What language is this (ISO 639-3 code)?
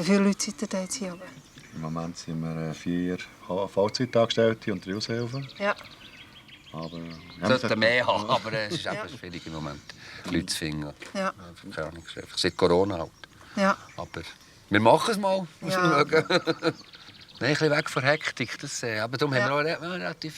gsw